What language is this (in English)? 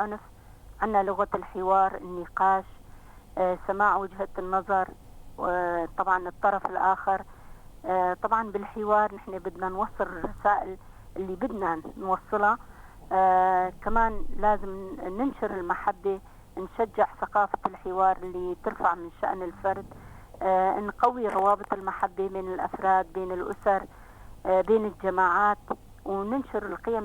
North Levantine Arabic